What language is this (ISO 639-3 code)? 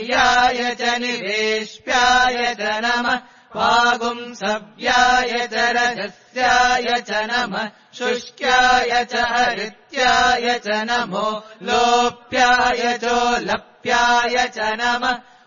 san